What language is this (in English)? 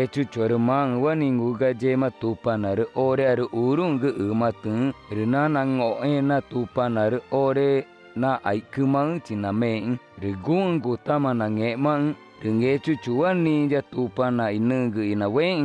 Ticuna